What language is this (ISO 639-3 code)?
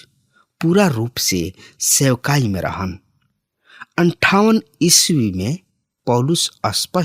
bho